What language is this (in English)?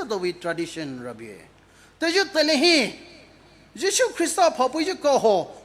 Poumei Naga